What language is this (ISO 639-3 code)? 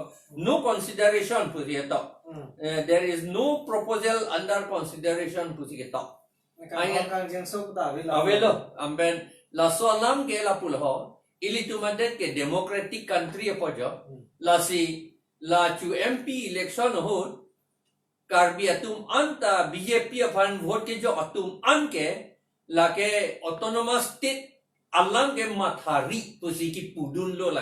mjw